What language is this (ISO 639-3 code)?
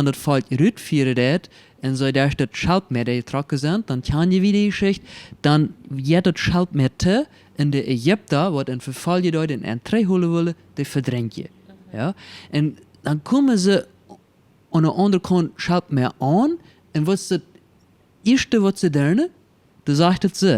pdt